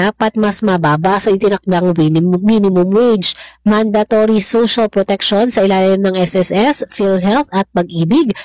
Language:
Filipino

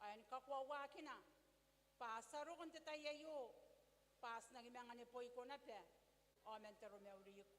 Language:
Gilbertese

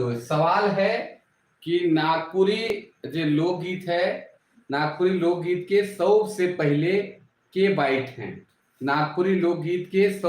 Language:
Sadri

